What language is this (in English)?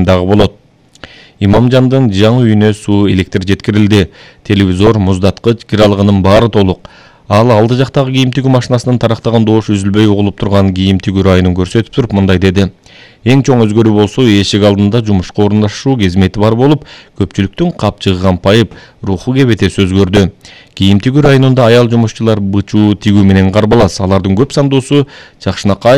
Kyrgyz